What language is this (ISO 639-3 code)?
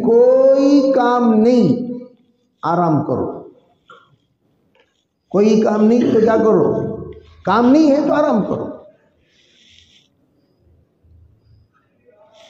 urd